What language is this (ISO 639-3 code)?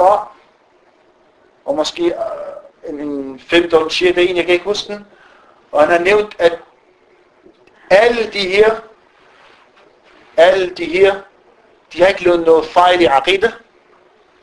dan